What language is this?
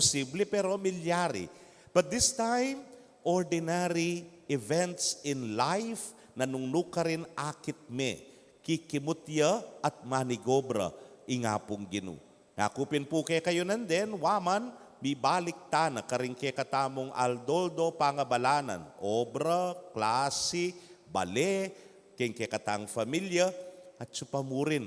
Pampanga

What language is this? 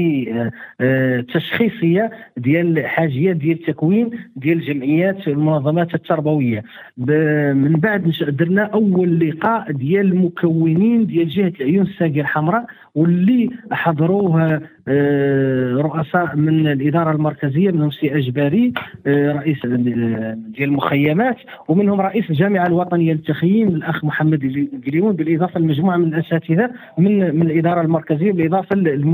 Moroccan Arabic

